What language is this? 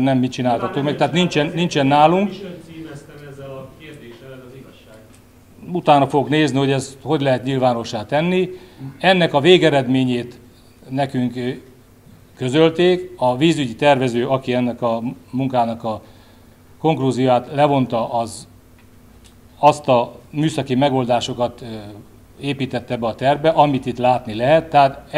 Hungarian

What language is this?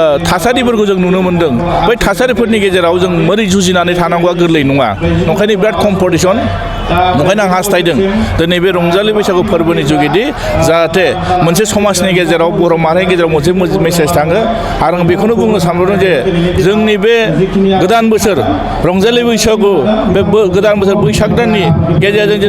Bodo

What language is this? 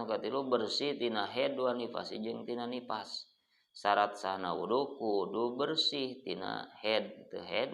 Sundanese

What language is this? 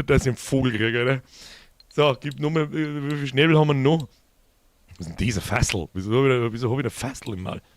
Bavarian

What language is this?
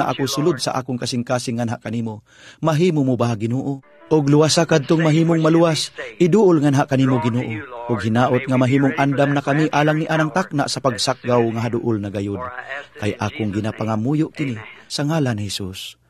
Cebuano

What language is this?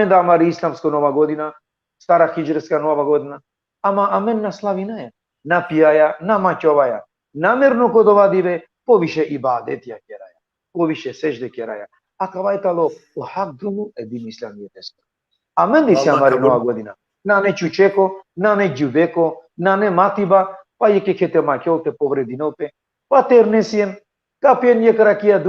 Balkan Romani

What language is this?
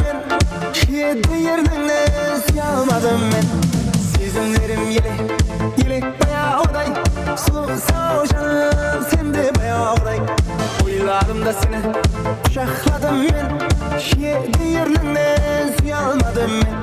Kara-Kalpak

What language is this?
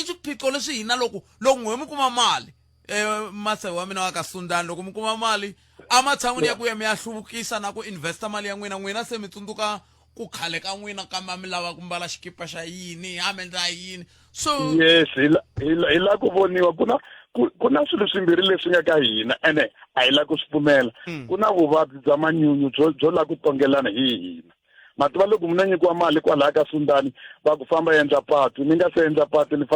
Tsonga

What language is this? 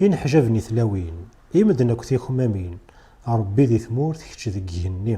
Kabyle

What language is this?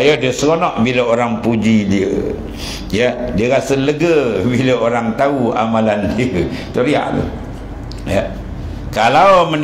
Malay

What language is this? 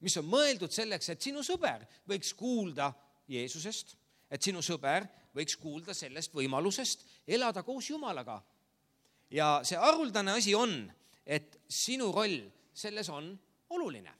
Estonian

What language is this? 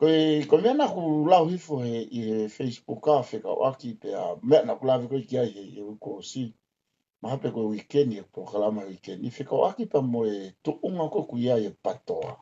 Tongan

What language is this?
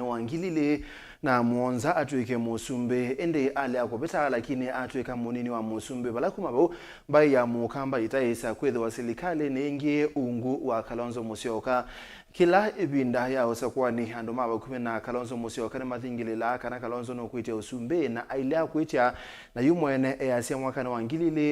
Kamba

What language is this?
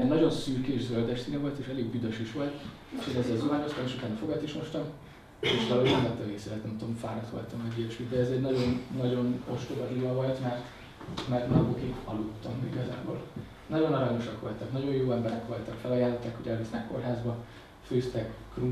Hungarian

